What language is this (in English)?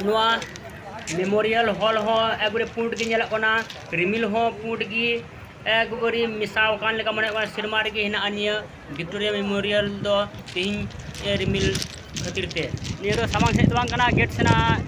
Santali